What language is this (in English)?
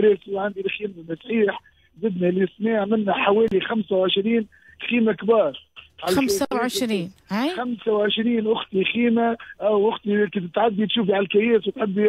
Tunisian Arabic